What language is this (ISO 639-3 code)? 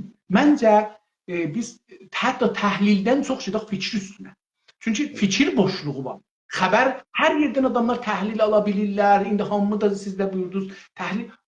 azb